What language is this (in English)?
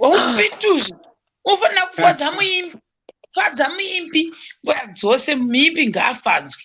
Shona